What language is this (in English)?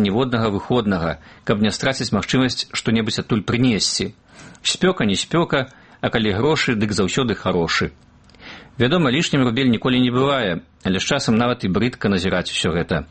Belarusian